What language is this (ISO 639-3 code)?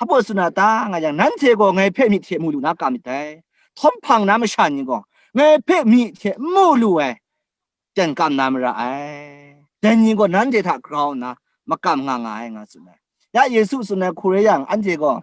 kac